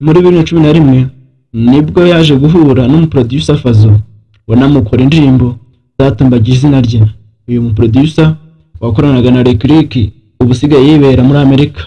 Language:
Kinyarwanda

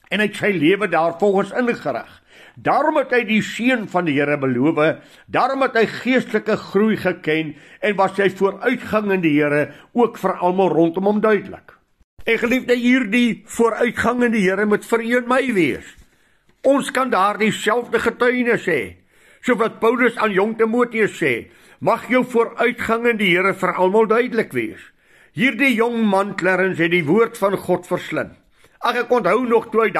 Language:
Afrikaans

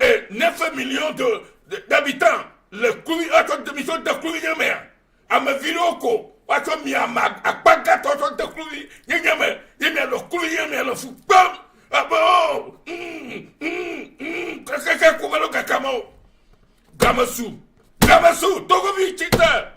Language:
Ewe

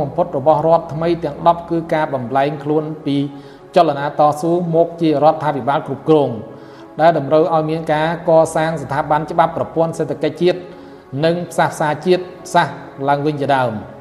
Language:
Khmer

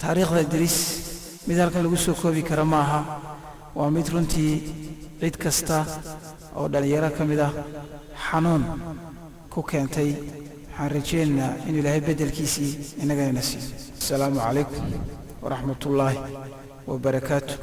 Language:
Somali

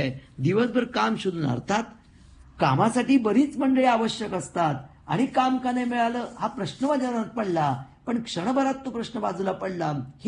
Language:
Marathi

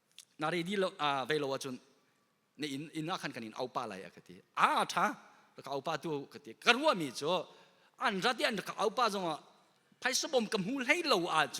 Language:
Hakha Chin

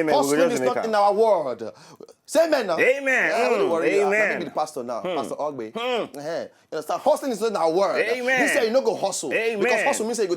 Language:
Nigerian Pidgin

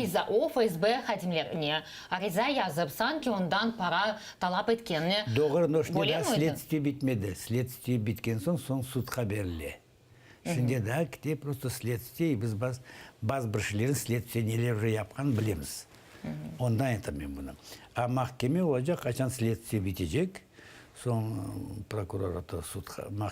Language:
Crimean Tatar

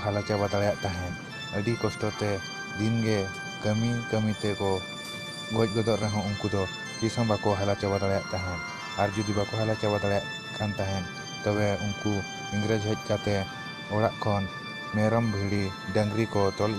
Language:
Santali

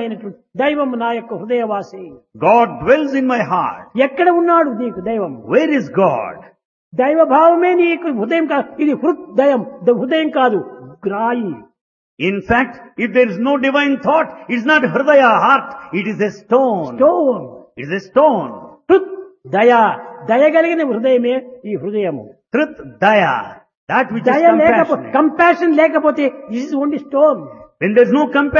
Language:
Telugu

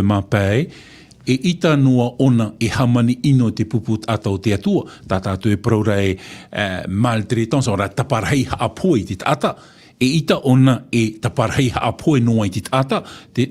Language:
Tahitian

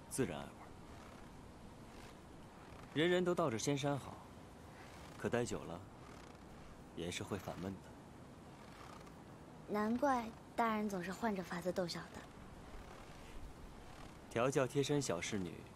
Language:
Chinese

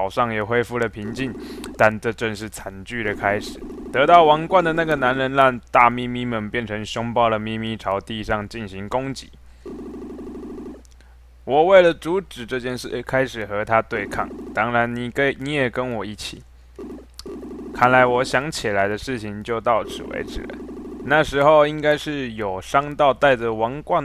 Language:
Chinese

